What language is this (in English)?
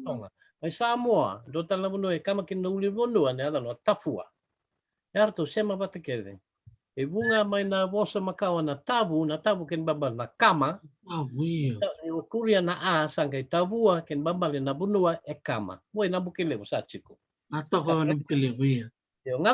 Fijian